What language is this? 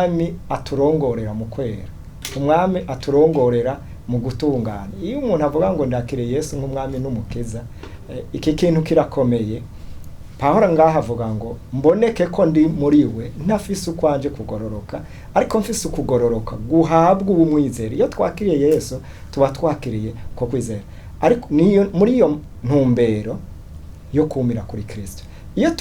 Rundi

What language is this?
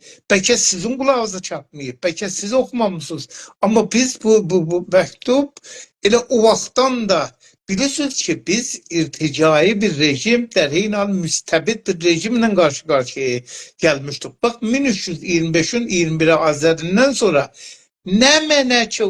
South Azerbaijani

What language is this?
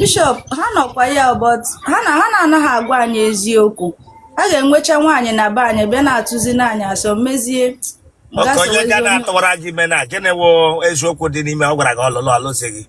Igbo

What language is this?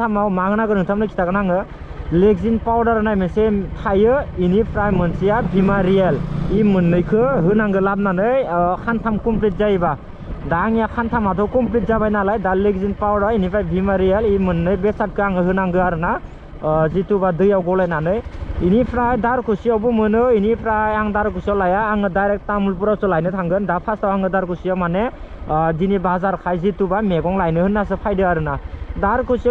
Bodo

